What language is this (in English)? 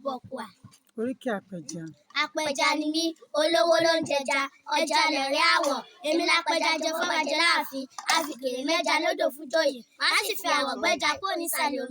Yoruba